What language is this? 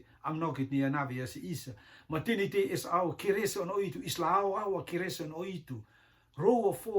Rotuman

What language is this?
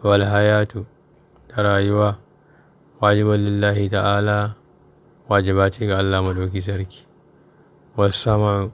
Hausa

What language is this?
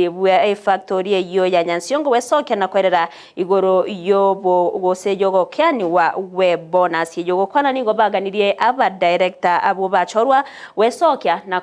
Gusii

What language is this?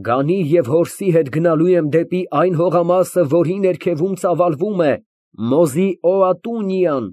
Armenian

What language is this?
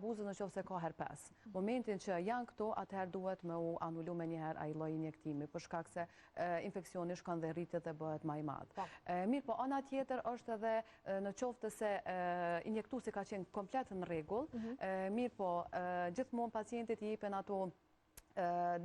Albanian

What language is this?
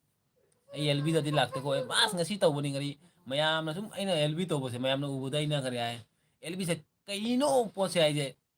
Manipuri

